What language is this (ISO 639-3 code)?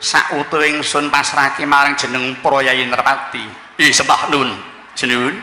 jav